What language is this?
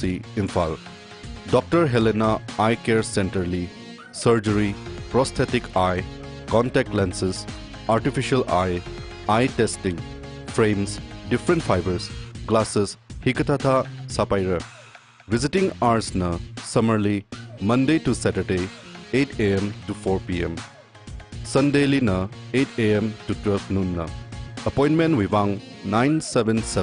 Tangkhul Naga (India)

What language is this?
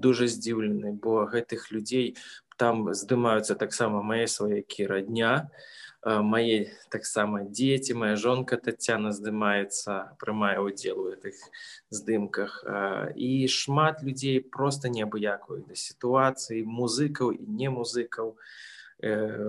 Belarusian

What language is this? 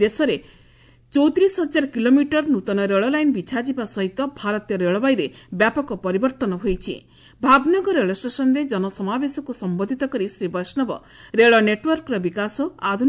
Odia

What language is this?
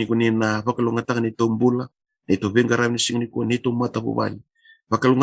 Fijian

